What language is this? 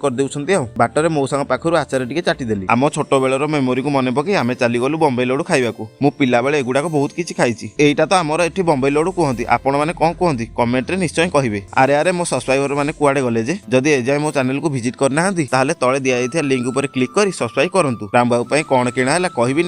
Odia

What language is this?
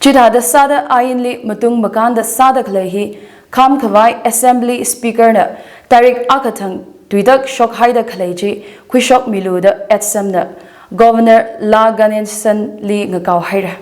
Tangkhul Naga (India)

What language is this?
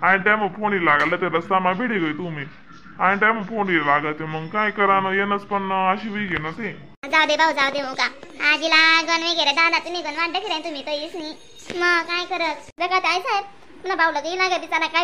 Khandesi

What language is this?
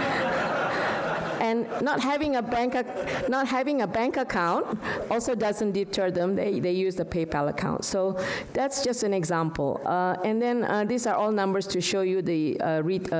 English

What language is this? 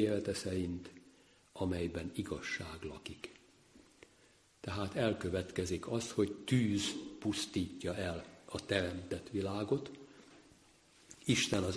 Hungarian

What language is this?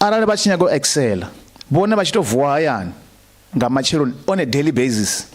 Venda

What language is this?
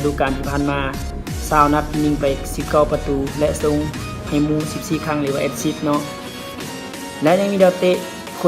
Lao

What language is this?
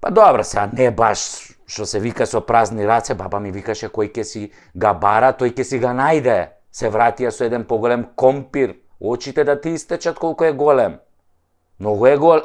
Macedonian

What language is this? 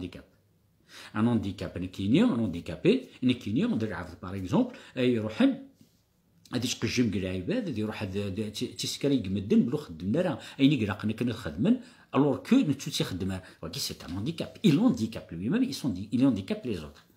Kabyle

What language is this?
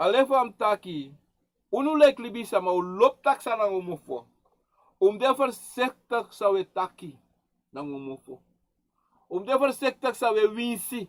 Sranan Tongo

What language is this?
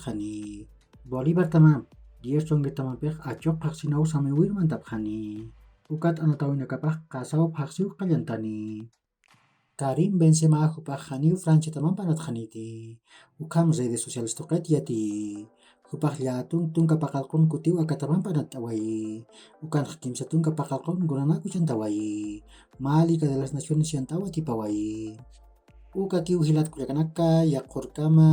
Aymara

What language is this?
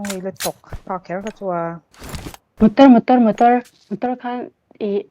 Mizo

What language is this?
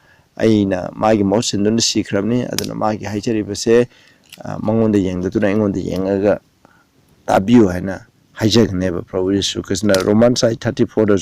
Manipuri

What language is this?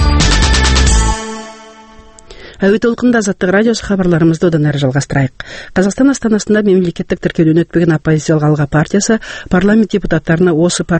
Kazakh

